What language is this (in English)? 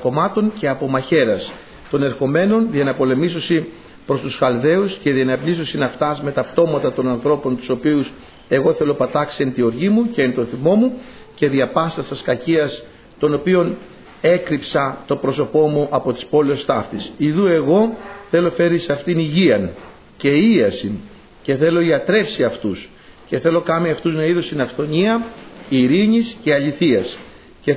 Greek